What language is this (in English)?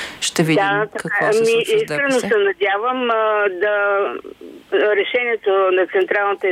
Bulgarian